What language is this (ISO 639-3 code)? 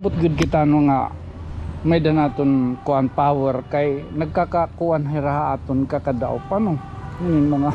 war